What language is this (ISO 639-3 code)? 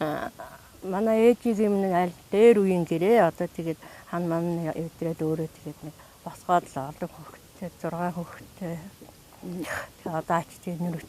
mon